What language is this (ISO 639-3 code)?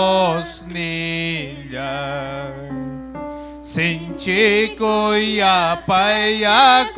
quy